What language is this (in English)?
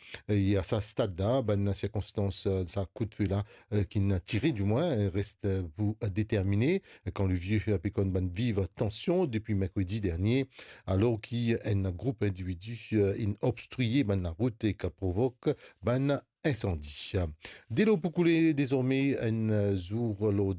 Morisyen